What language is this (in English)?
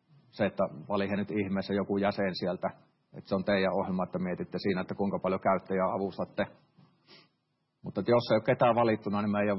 Finnish